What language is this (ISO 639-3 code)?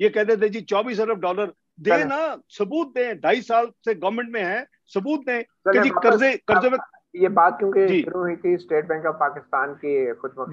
urd